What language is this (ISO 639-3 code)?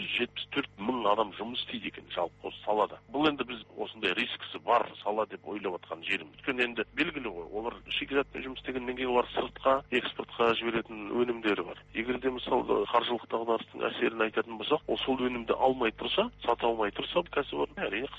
kaz